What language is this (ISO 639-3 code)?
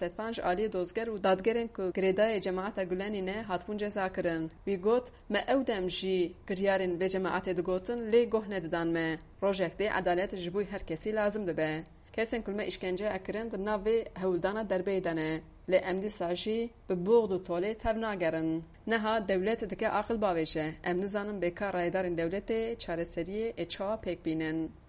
kur